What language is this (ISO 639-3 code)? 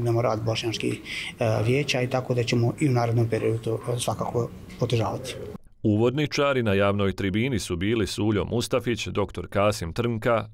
bos